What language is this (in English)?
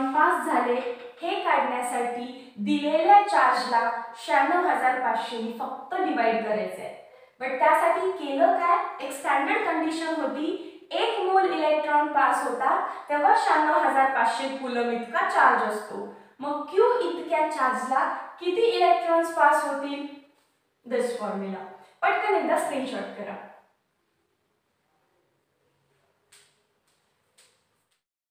Marathi